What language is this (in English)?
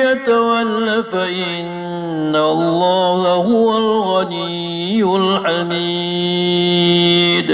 Maranao